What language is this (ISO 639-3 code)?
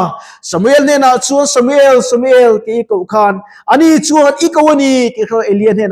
lus